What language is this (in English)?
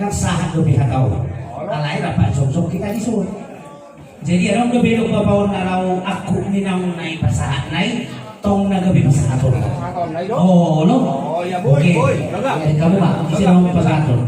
Batak Toba